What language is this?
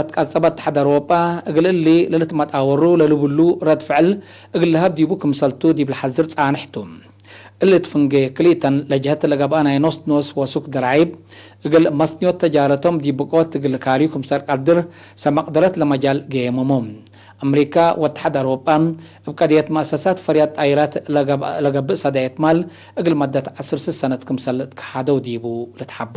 Tigre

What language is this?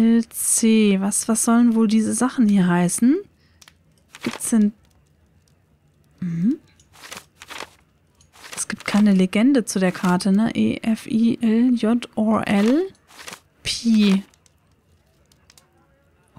German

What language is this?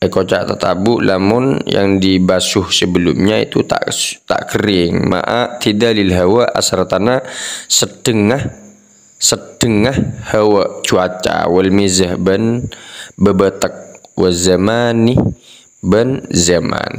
Madurese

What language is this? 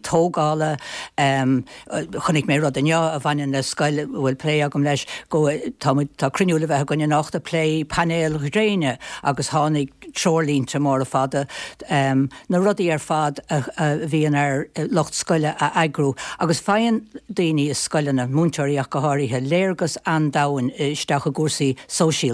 Irish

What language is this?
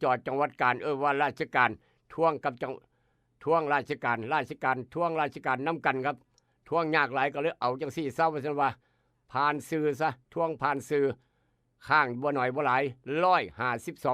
Northeastern Thai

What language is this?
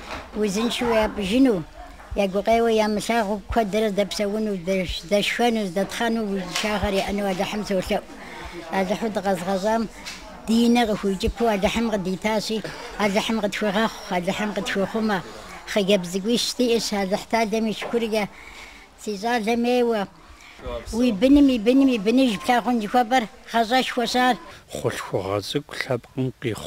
Kabardian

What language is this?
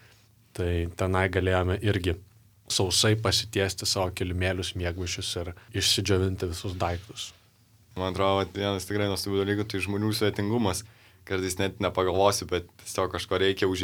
Lithuanian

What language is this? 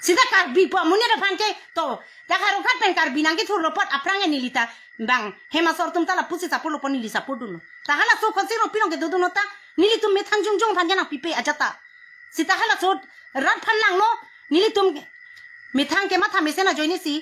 Karbi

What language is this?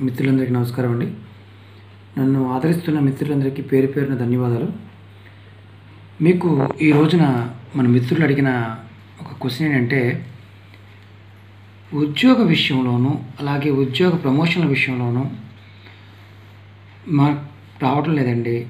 Telugu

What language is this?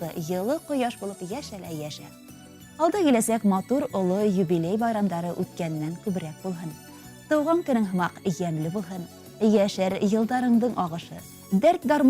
Bashkir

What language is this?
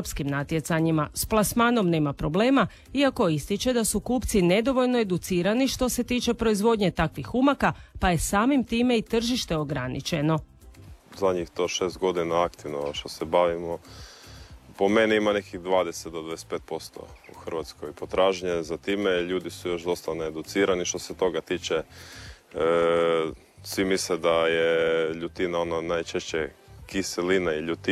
Croatian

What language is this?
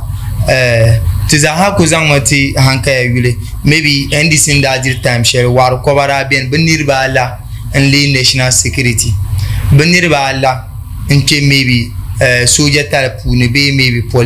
Dagbani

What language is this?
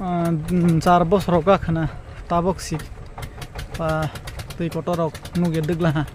Kok Borok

